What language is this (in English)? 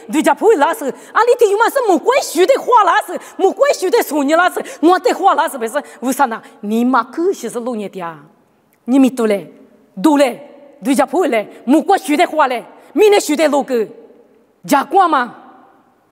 Lisu